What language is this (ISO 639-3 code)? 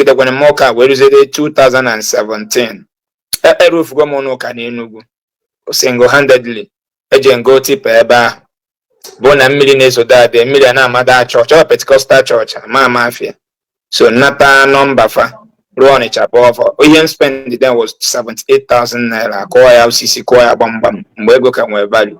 ibo